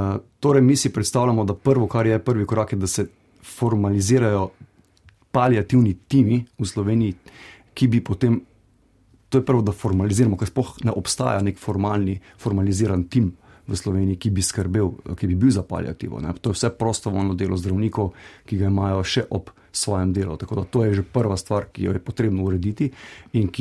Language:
Slovenian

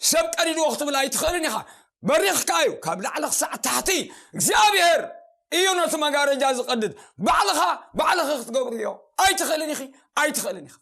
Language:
Tigrinya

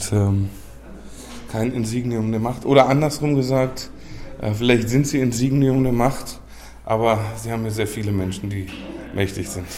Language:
German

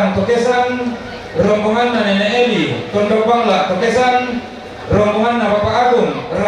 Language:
Toraja-Sa'dan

